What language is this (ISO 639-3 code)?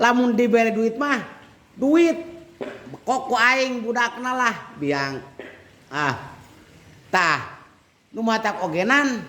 sun